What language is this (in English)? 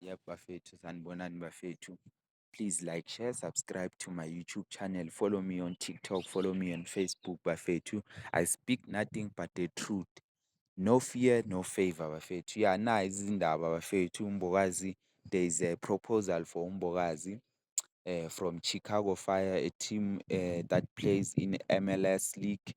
Zulu